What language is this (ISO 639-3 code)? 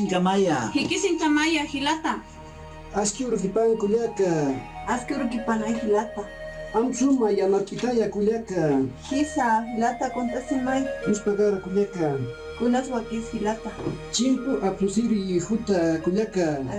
aym